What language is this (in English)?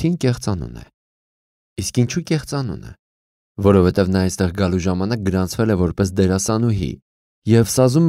Armenian